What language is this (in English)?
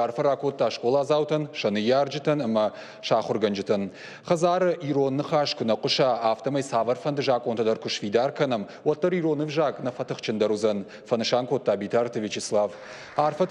Ossetic